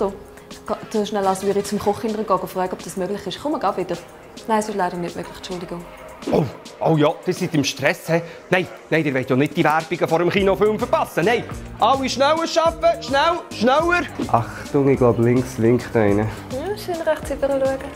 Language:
Swiss German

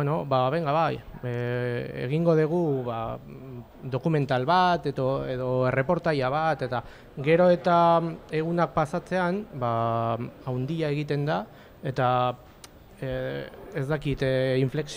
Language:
Basque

